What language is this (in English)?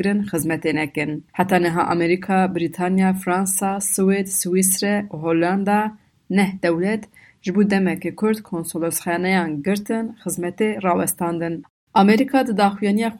Kurdish